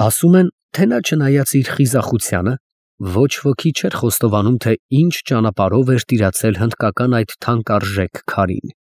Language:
Armenian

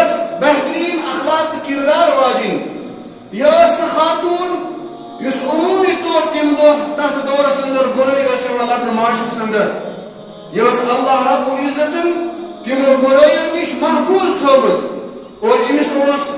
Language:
Kashmiri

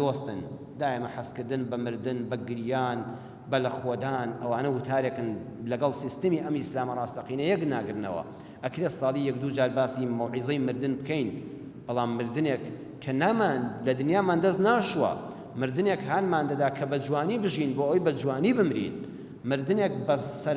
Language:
Central Kurdish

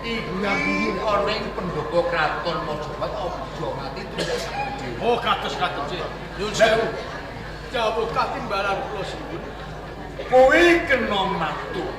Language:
Javanese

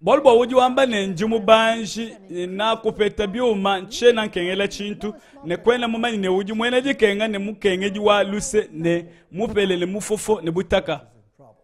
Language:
Luba-Lulua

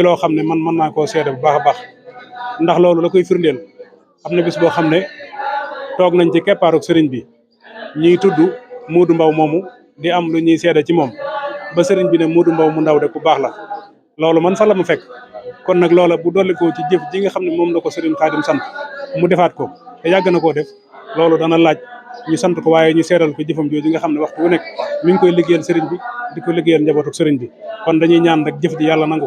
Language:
Wolof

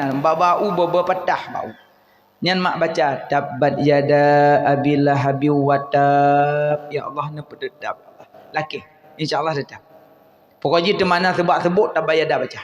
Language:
Achinese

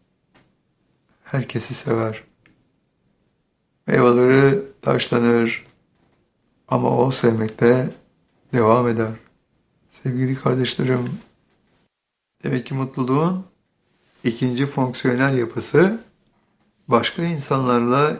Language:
Turkish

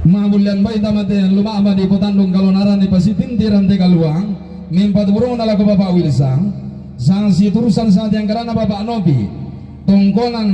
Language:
Toraja-Sa'dan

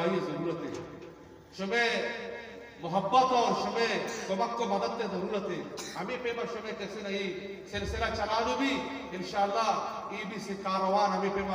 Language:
Eastern Balochi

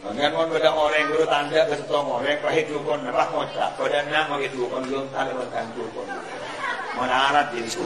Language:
Madurese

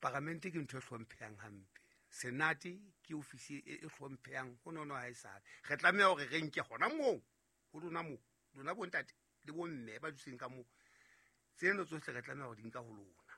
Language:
Southern Sotho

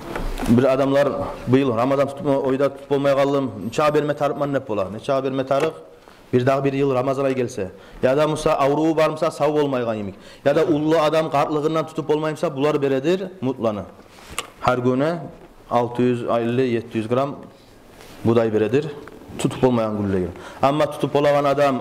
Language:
Kumyk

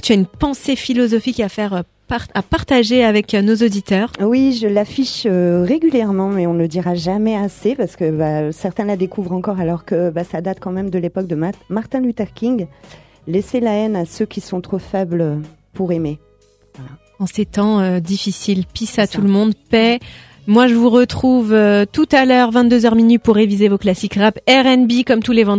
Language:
French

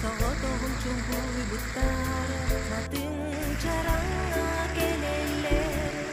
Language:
Yakut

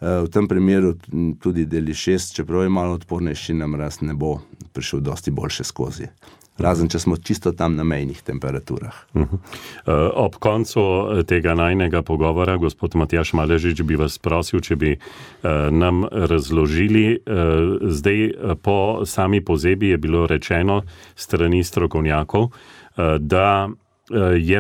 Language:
Slovenian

